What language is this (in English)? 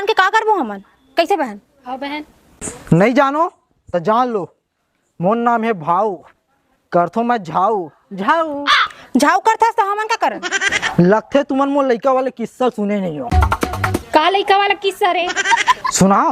Chhattisgarhi